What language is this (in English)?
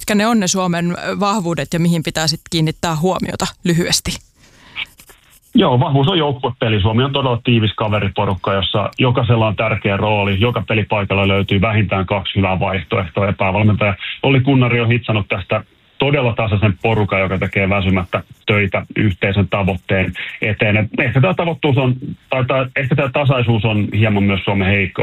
Finnish